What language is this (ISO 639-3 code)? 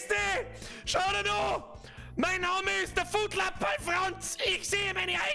bar